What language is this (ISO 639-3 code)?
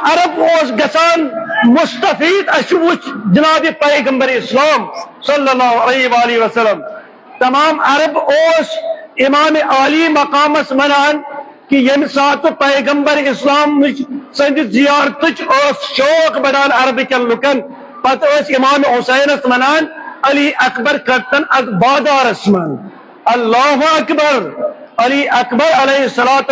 kas